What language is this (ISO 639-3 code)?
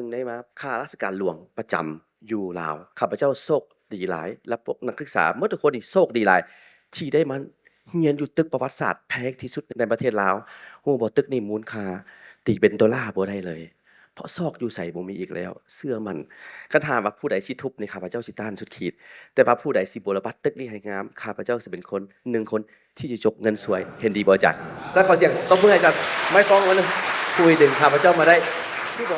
lao